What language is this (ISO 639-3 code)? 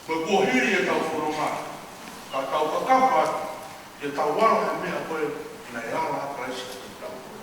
ton